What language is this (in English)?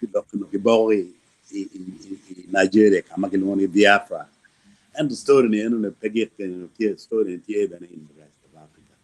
Acoli